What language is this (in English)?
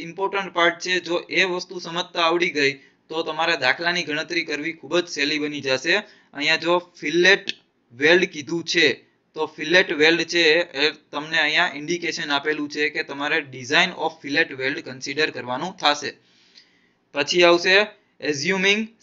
Gujarati